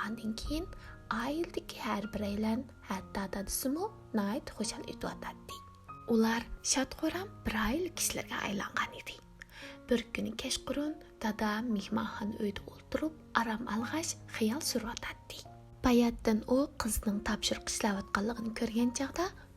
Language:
Uyghur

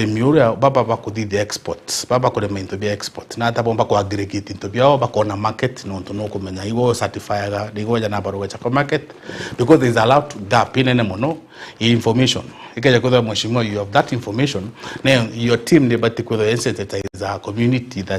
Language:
Meru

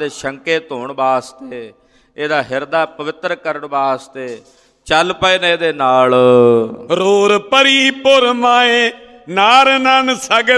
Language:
Punjabi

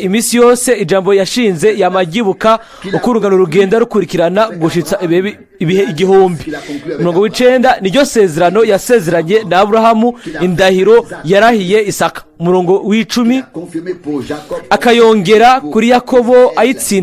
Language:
Rundi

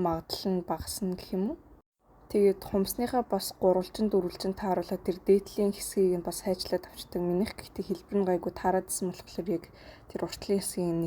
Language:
Mongolian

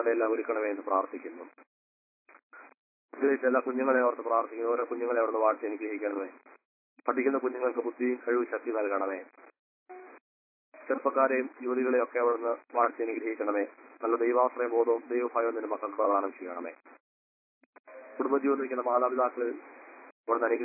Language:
Malayalam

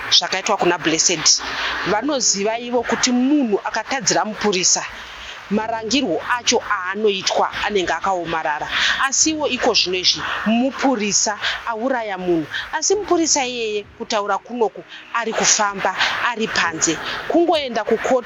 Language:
Shona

